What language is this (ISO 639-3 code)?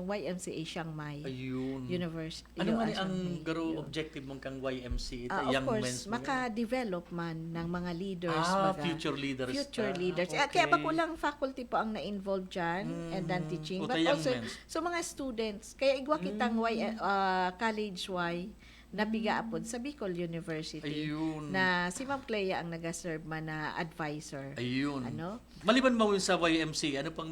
bik